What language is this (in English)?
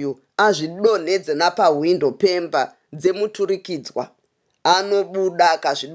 Shona